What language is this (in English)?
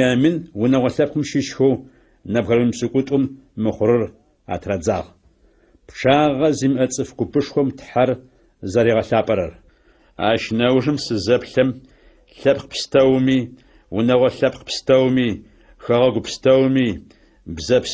Adyghe